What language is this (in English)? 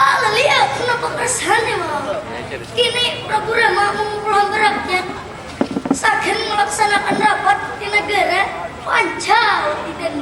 Banjar